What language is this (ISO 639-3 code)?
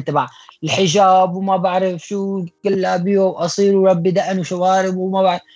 apc